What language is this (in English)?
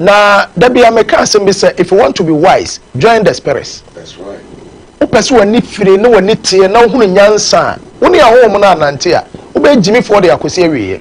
Akan